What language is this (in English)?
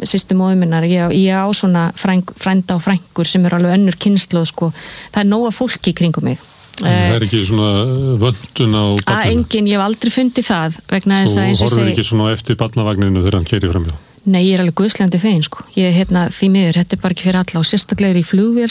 Icelandic